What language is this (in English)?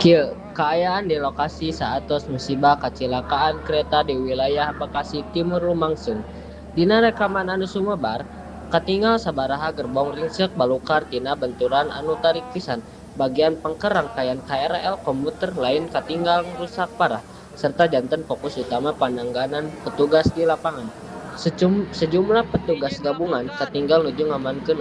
Sundanese